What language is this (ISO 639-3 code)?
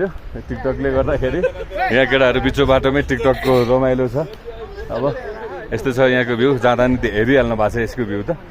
nep